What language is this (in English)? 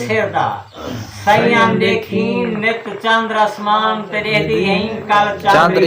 Saraiki